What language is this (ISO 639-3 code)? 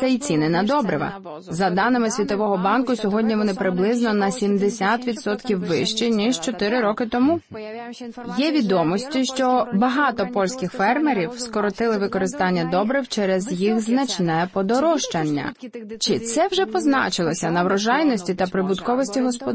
ukr